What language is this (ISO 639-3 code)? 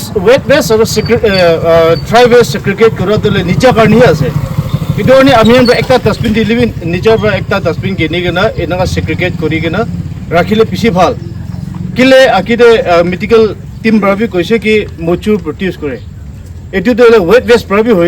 nag